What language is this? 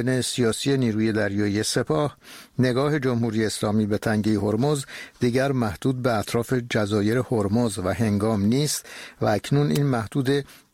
Persian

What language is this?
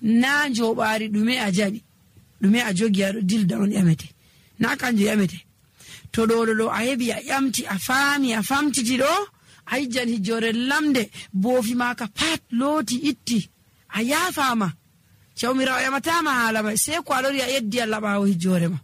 Nigerian Fulfulde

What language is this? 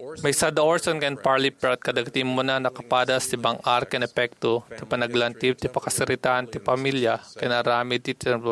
Iloko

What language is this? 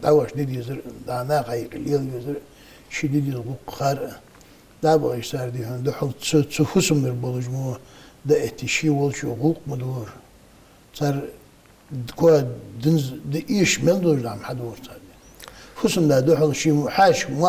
Ingush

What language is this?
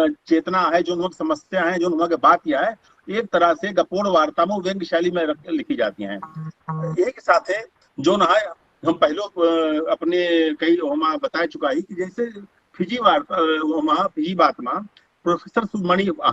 Awadhi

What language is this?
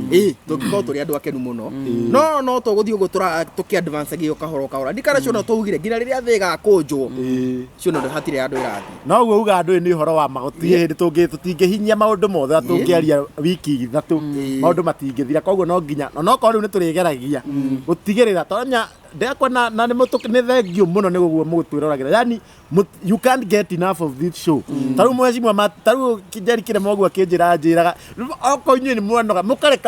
Kikuyu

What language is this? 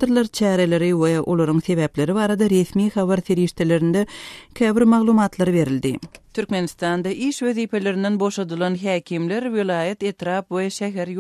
Turkmen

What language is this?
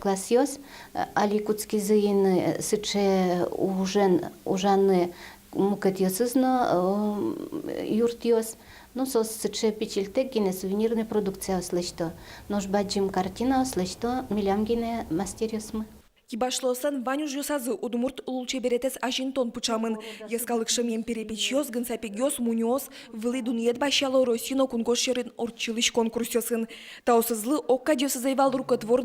Udmurt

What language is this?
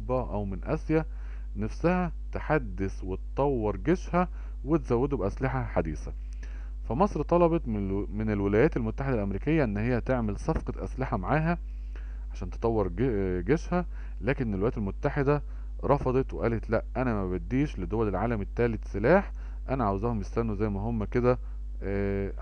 Egyptian Arabic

